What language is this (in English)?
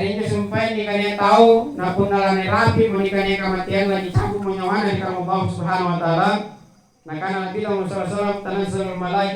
Makasar